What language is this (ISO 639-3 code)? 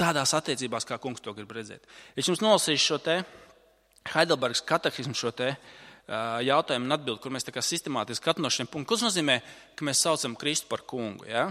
lav